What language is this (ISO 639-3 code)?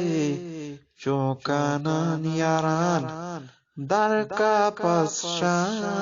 bgp